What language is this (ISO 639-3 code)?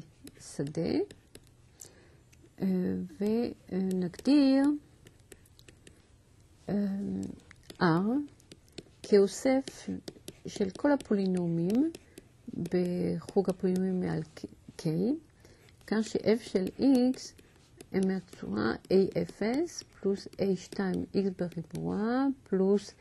heb